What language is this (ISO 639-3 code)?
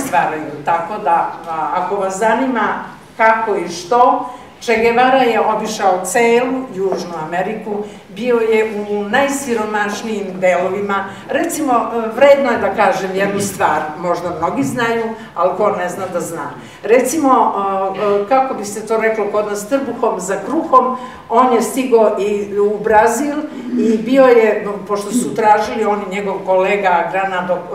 srp